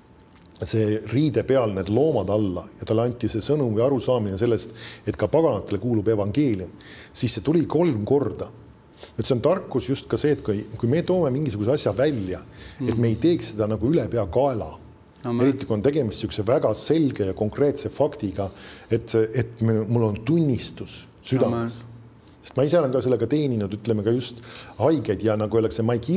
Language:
Estonian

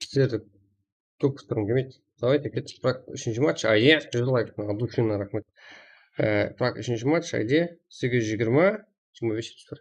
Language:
Kara-Kalpak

